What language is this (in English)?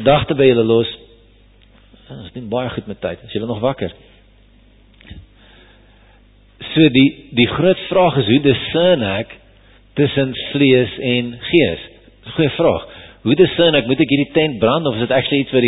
Afrikaans